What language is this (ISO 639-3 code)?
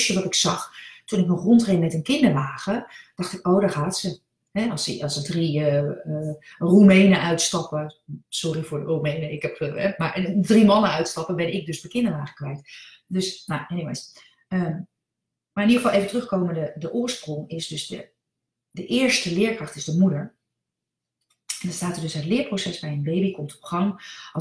nld